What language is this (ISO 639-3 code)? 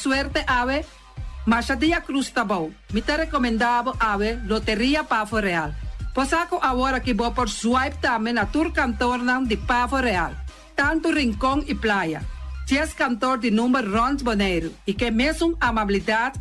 pap